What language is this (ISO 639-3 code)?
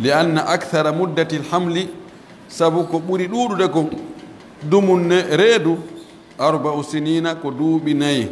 fuf